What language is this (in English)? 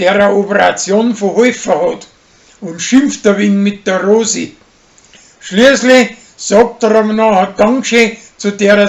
Bavarian